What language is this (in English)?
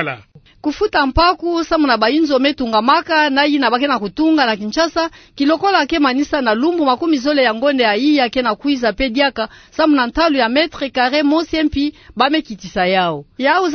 Kituba (Democratic Republic of Congo)